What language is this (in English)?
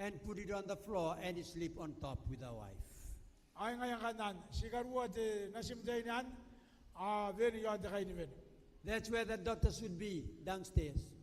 Gilbertese